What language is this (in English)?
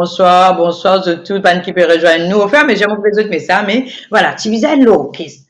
Morisyen